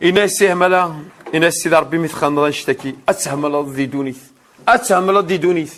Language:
Kabyle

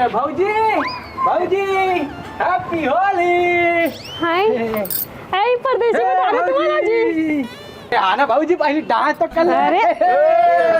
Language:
Chhattisgarhi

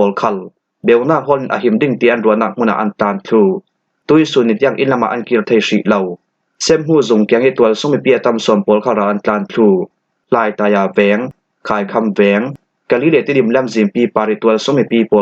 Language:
Falam Chin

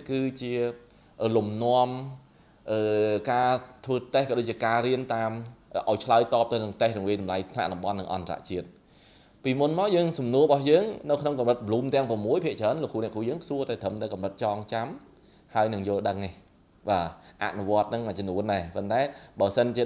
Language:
Khmer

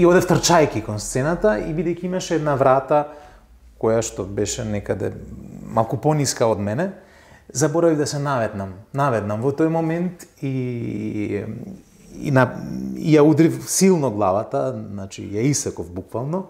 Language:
Macedonian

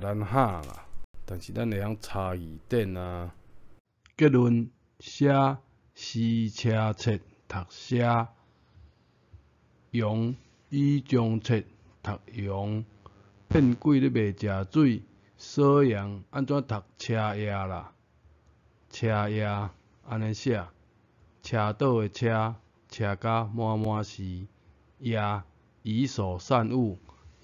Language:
Min Nan Chinese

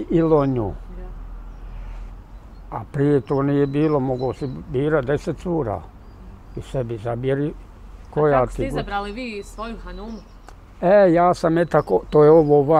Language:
Bosnian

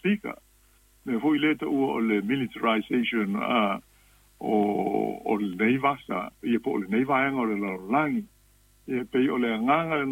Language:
Samoan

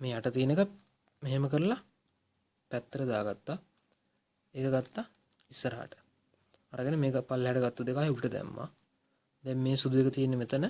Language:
Sinhala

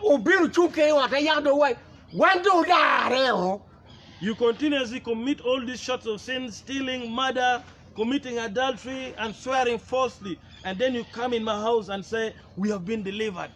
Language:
Acoli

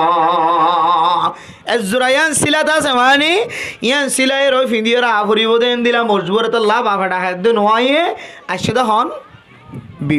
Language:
Rohingya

